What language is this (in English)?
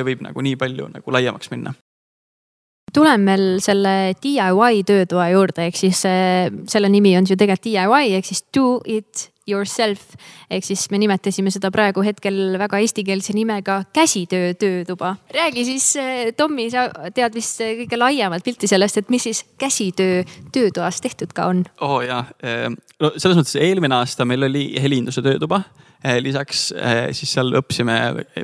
Estonian